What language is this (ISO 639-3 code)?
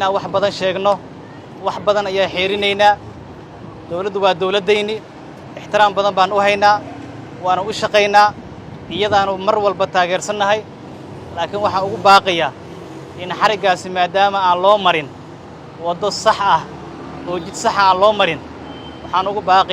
som